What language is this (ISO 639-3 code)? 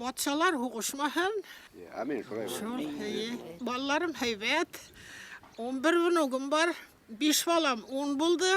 bak